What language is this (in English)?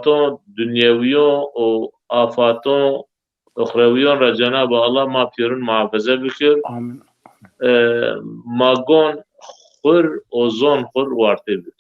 Zaza